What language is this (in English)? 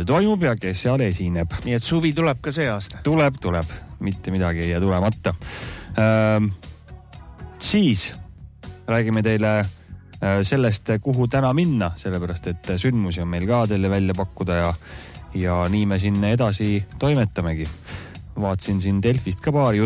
Estonian